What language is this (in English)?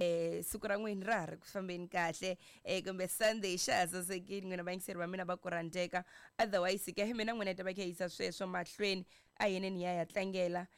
Tsonga